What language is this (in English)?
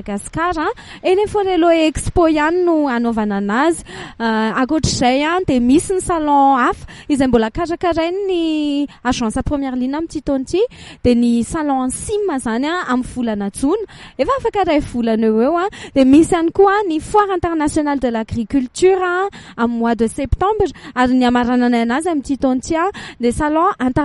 Malagasy